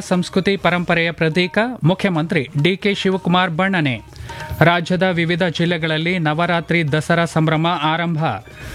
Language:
Kannada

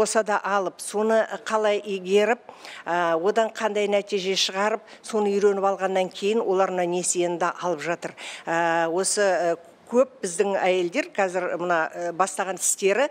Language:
Kazakh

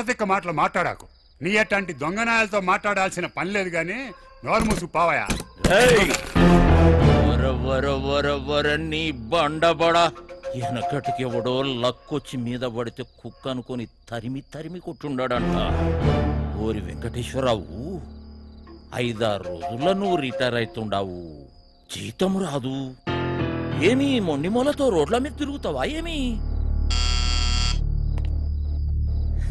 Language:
Telugu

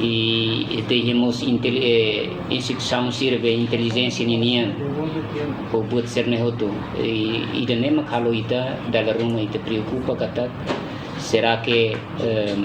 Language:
Tetum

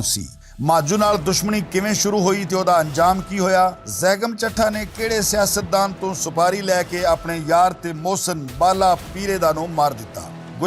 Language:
Western Panjabi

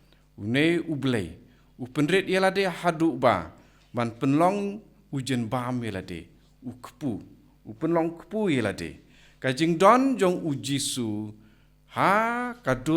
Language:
Khasi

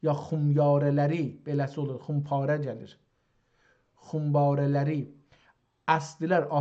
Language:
South Azerbaijani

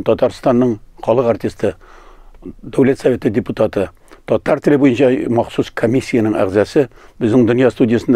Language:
Tatar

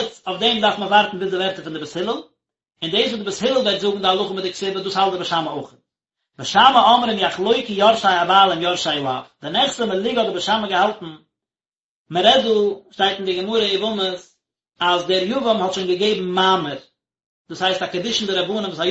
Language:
Yiddish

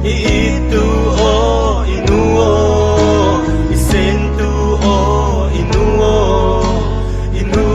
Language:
Falam Chin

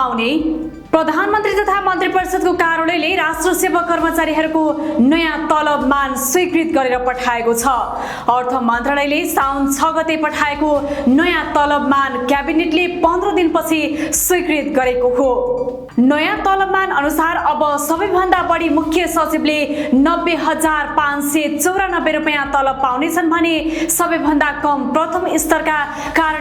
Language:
Nepali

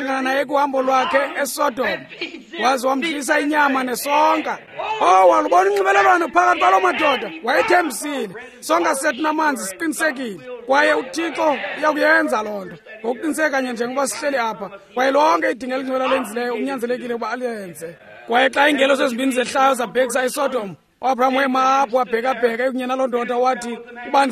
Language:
Xhosa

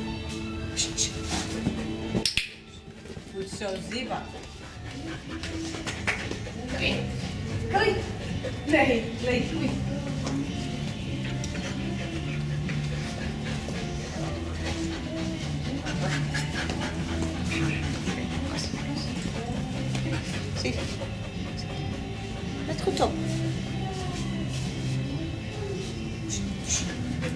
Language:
Dutch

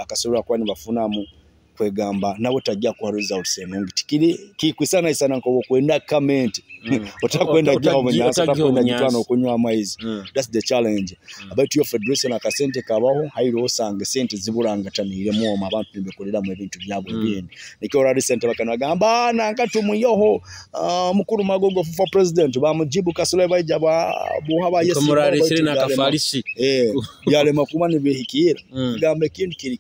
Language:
Nyoro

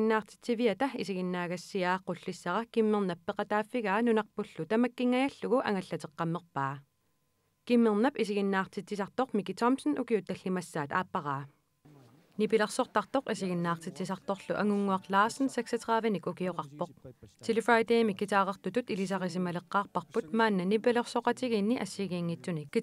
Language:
Kalaallisut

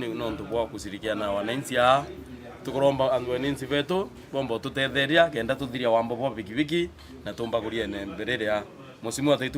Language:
Meru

